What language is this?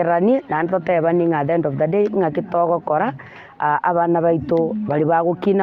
Gusii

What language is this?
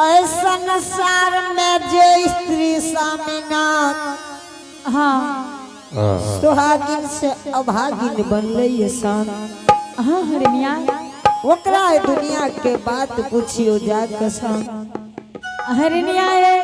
Angika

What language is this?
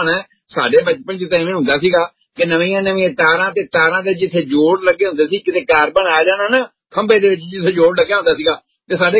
Punjabi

